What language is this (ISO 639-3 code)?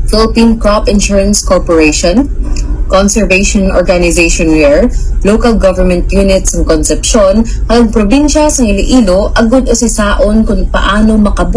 hil